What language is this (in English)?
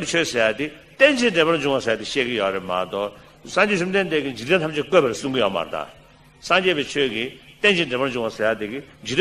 Tibetan